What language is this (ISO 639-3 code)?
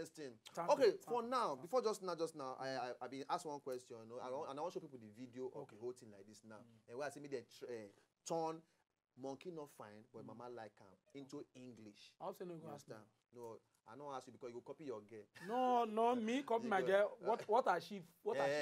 pcm